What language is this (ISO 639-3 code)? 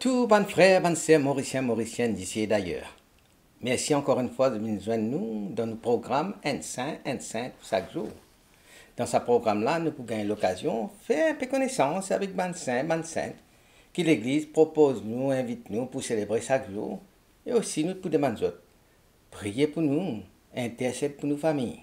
mfe